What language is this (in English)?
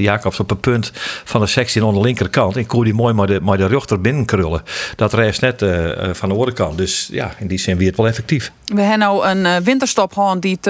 Western Frisian